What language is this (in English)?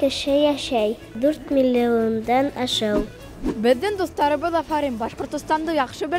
Bashkir